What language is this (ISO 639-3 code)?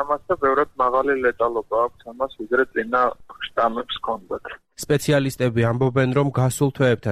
kat